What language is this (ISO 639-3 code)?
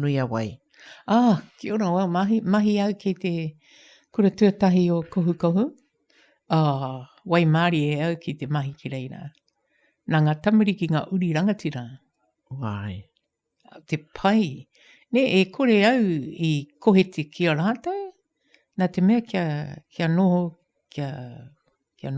mri